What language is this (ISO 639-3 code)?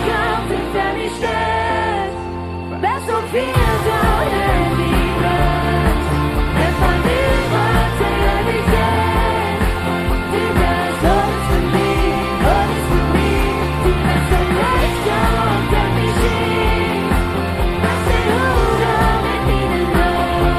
pdt